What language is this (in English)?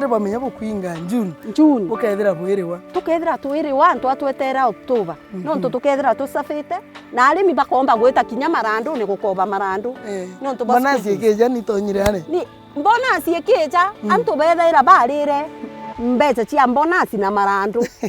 Meru